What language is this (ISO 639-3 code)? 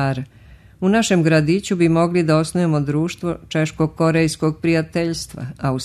srp